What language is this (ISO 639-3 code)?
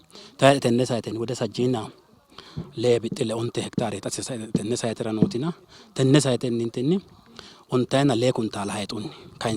sid